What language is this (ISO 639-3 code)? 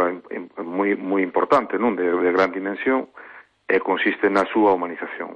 glg